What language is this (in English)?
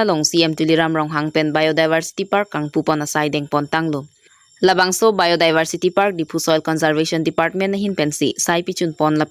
Karbi